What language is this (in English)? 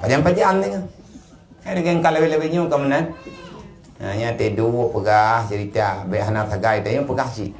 Achinese